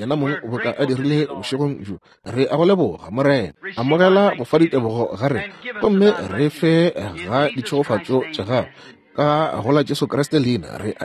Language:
Northern Sotho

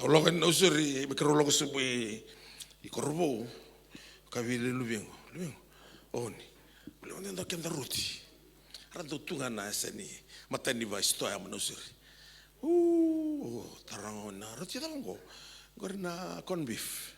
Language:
Fijian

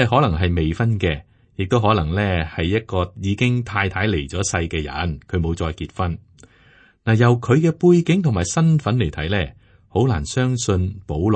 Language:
Cantonese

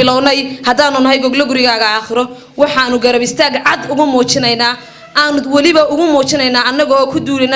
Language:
Somali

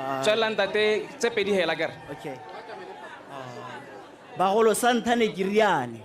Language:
Tswana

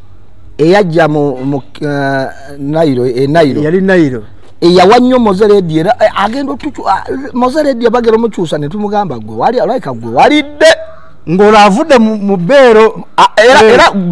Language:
Ganda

